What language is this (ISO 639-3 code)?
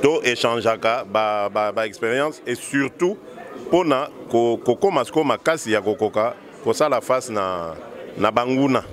lin